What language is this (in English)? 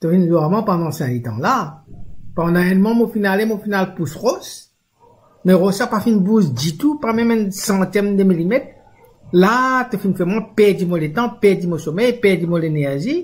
Morisyen